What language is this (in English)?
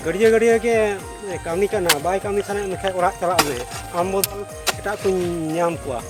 Santali